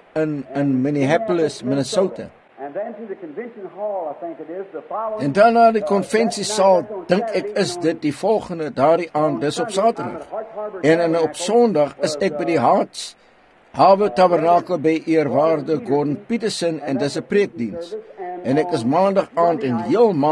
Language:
Afrikaans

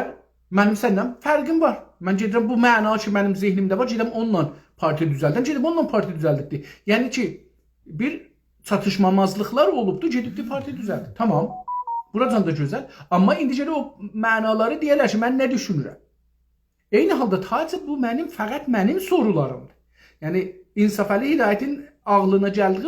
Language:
South Azerbaijani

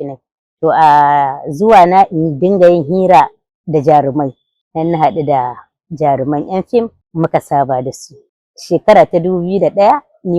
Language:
Hausa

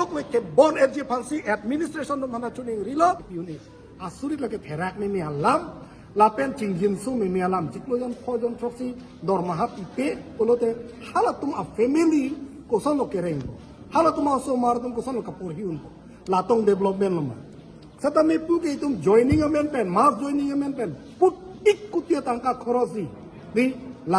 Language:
Karbi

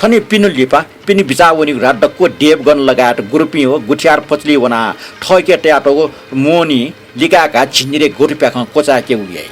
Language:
Newari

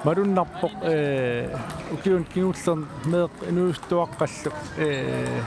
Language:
Kalaallisut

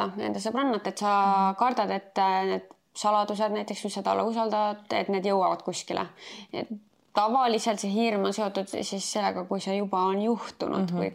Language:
Estonian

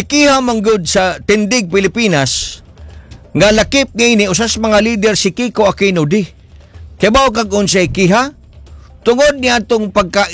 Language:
Cebuano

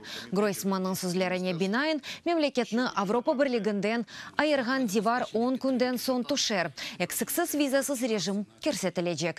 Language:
Crimean Tatar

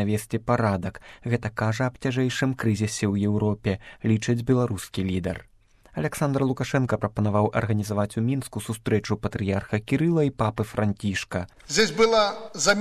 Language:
Belarusian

